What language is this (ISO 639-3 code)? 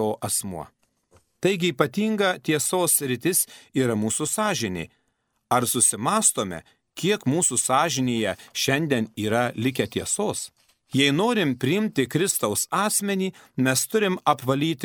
lit